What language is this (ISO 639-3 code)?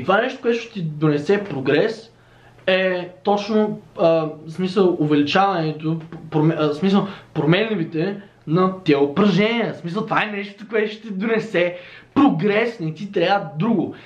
bul